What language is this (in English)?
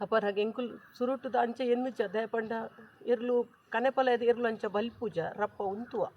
Tulu